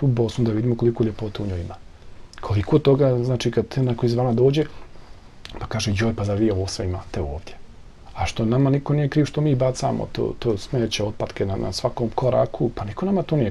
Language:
Bosnian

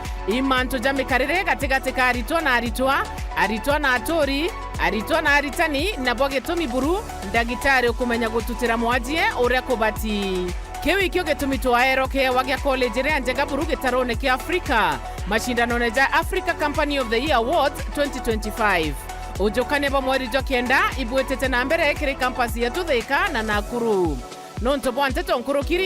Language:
Meru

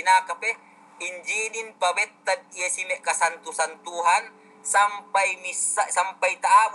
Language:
Yakan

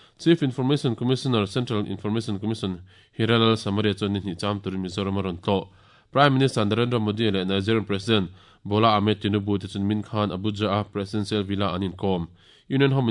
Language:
Mizo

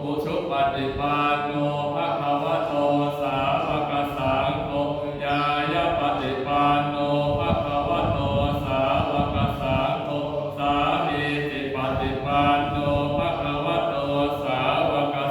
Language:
Pali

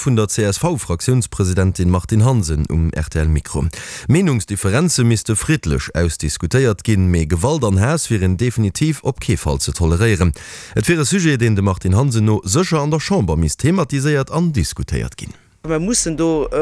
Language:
Luxembourgish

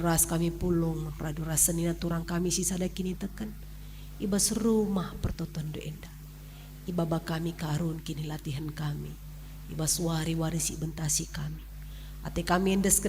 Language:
Batak Karo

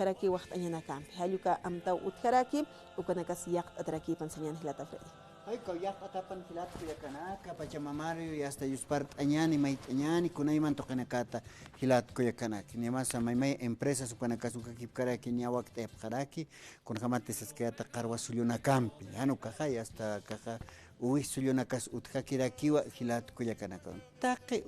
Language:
Aymara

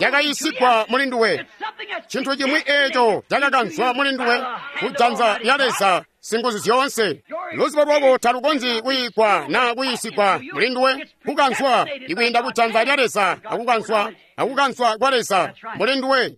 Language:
Tonga (Zambia)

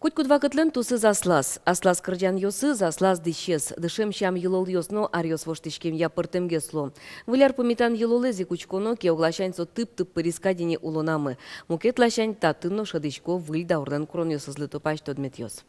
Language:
Udmurt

